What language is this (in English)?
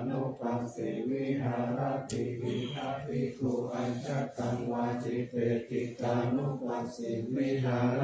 Pali